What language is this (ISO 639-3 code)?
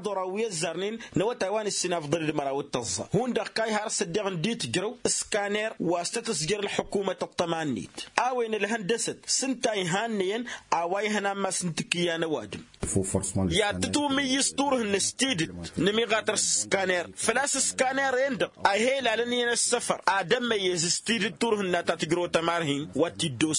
taq